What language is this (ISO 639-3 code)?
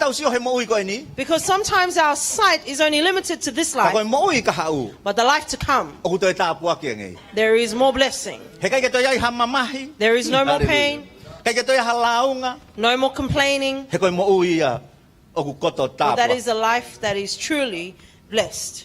ton